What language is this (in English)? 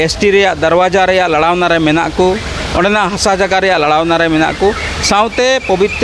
Santali